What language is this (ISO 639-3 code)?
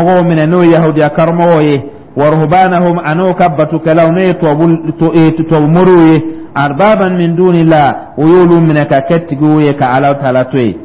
dyu